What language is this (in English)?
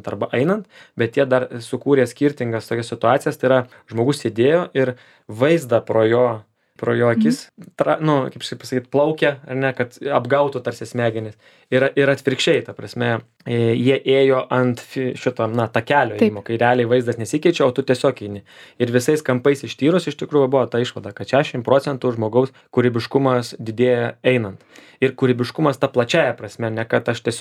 Lithuanian